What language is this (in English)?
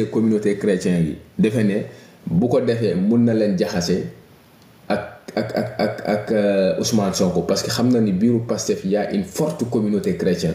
Wolof